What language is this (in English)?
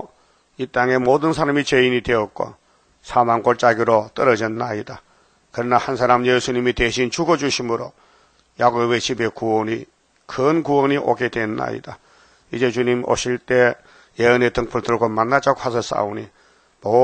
Korean